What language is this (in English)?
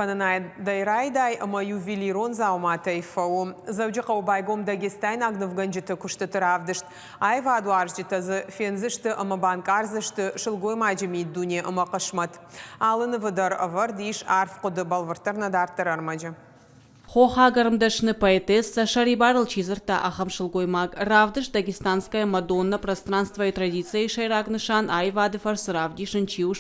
Ossetic